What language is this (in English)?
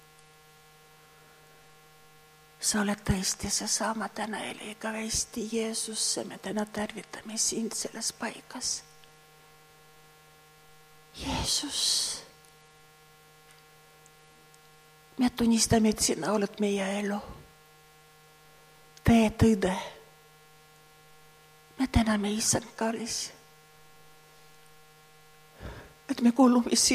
Estonian